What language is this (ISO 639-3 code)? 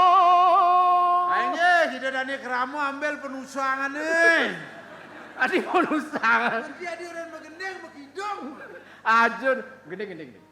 ban